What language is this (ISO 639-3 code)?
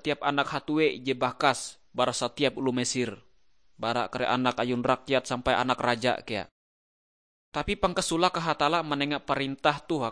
nij